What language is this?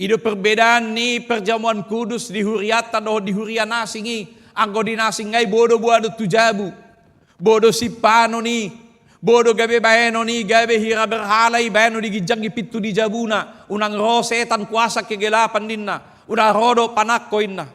Batak Toba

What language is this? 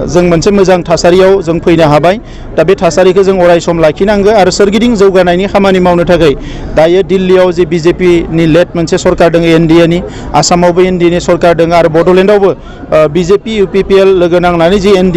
Bodo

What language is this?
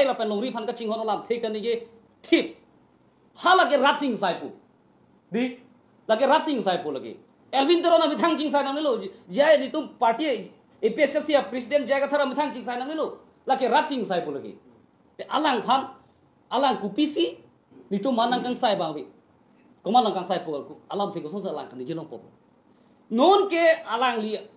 Karbi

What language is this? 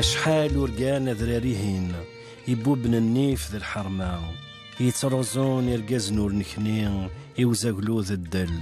Kabyle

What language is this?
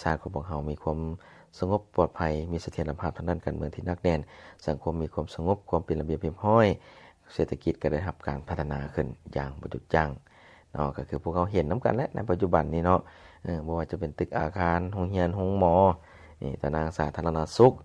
Lao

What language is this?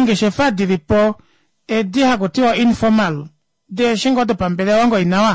Kuanyama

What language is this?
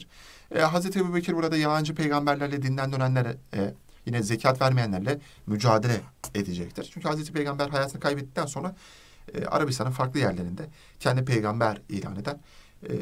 Turkish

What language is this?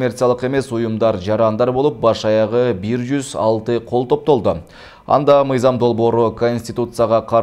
Kyrgyz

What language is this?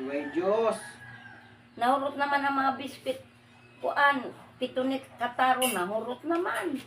Cebuano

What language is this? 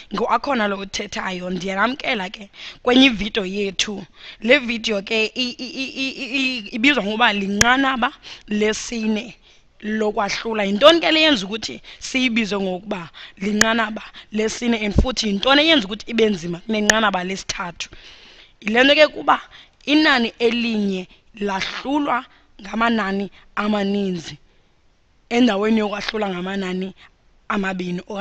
Xhosa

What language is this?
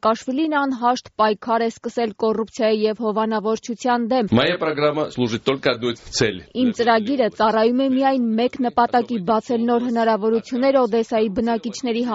Armenian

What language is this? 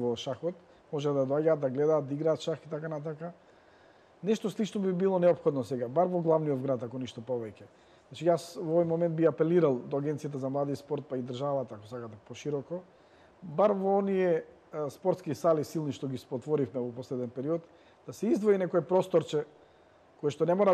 Macedonian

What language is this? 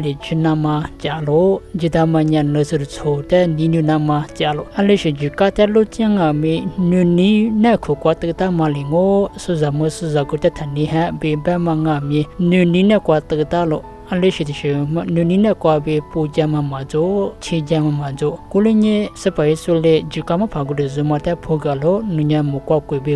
Lisu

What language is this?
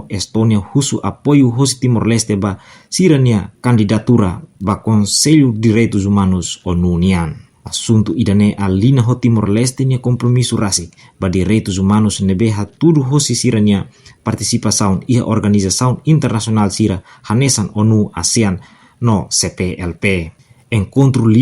Tetum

